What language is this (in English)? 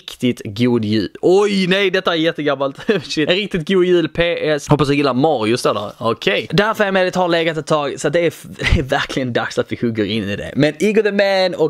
Swedish